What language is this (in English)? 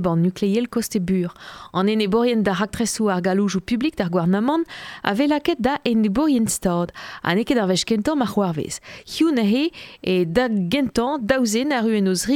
Breton